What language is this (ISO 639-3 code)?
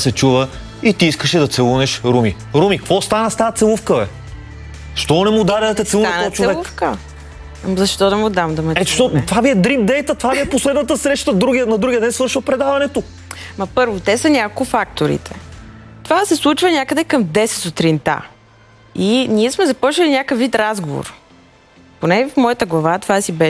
bul